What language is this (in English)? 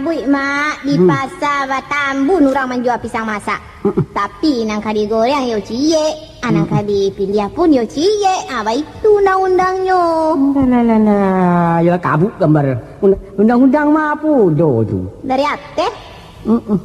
Minangkabau